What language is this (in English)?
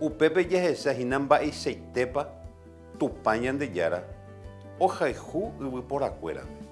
Guarani